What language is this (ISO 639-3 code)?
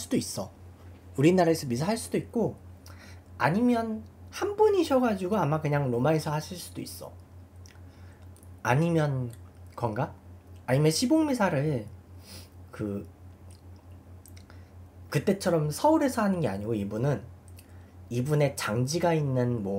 kor